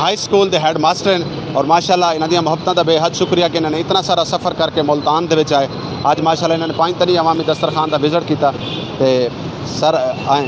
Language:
Saraiki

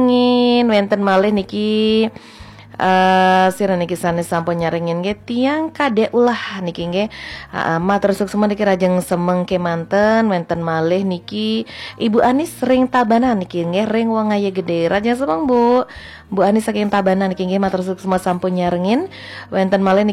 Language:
Balinese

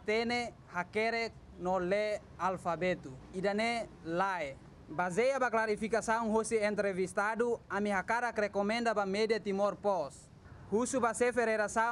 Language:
Tetum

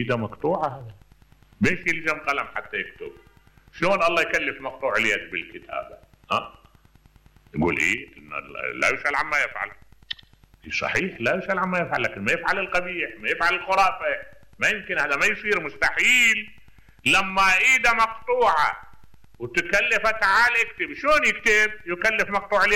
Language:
Mesopotamian Arabic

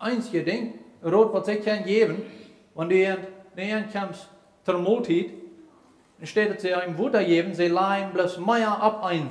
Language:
Plautdietsch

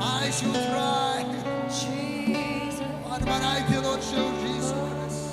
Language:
Khasi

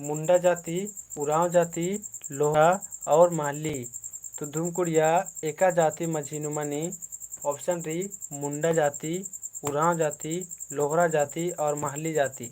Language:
Kurukh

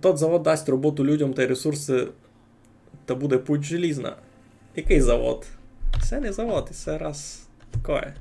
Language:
Rusyn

